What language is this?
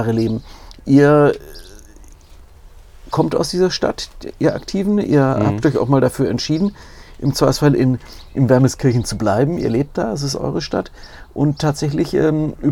German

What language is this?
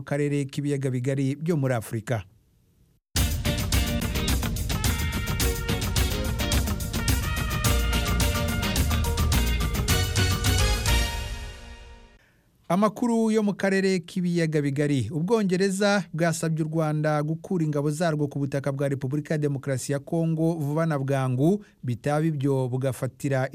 Kinyarwanda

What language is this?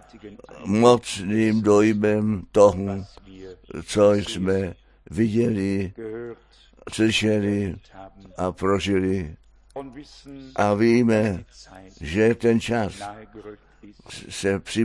Czech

